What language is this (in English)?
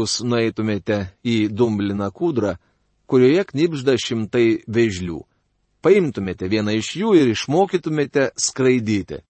Lithuanian